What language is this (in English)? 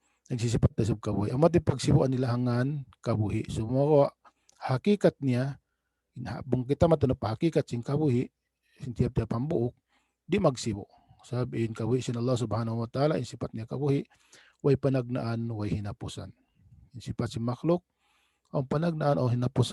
Tausug